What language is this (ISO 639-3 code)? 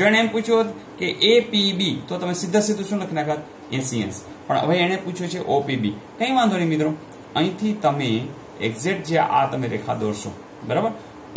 guj